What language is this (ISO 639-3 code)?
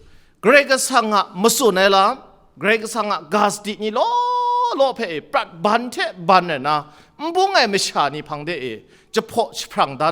kac